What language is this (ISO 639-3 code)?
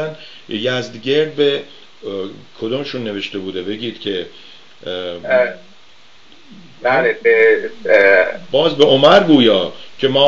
fas